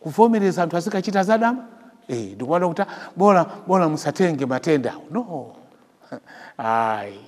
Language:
Nyanja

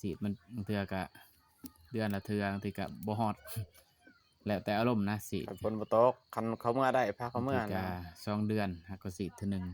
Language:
Lao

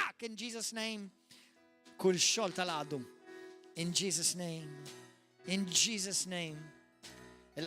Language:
Maltese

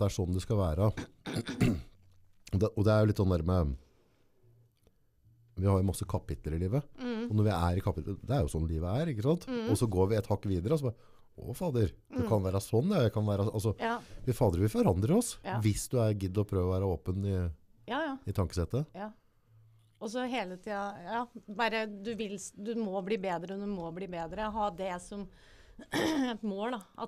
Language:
Norwegian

